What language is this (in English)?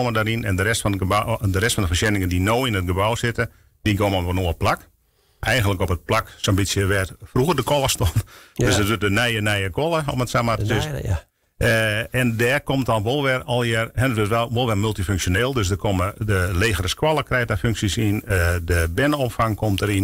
Western Frisian